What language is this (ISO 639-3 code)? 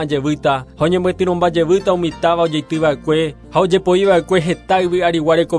grn